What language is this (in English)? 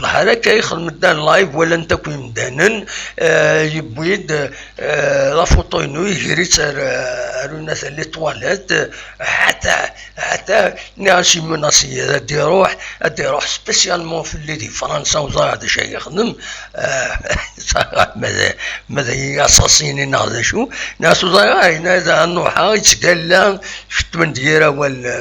Kabyle